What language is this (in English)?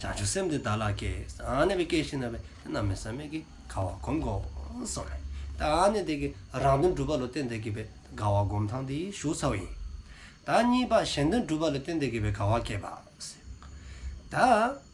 Dzongkha